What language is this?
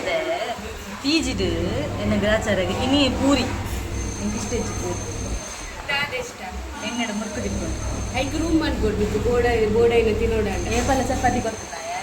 Tulu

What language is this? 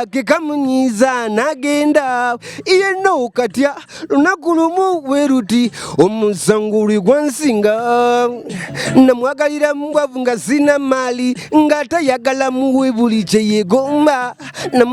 Ganda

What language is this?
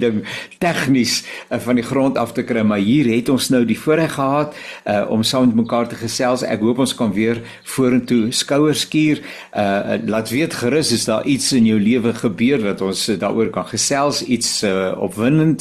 Afrikaans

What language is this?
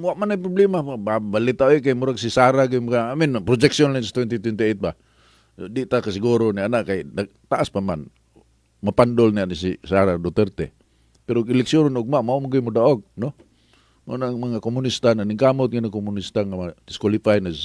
Cebuano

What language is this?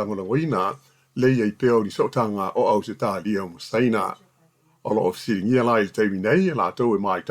Samoan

